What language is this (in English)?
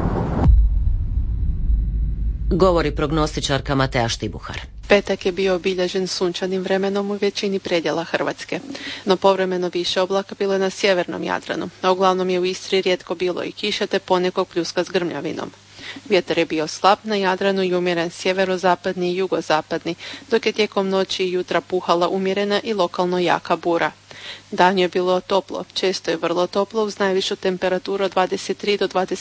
Croatian